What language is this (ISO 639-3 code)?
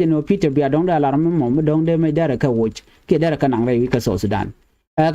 nus